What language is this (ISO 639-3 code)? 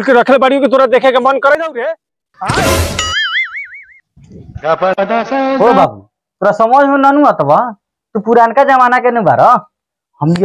bho